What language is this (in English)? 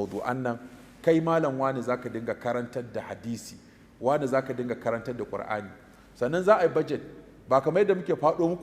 Hausa